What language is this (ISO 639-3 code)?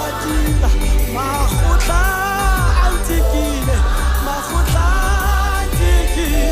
sot